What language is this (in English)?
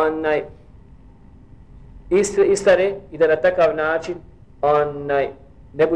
Bosnian